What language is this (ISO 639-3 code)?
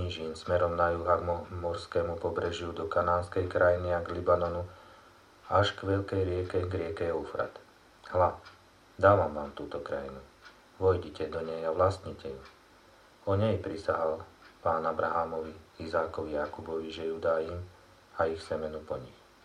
slk